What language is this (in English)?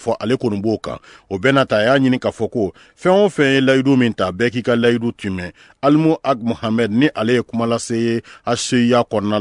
Bambara